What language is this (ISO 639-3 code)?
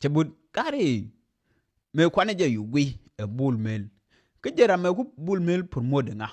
nus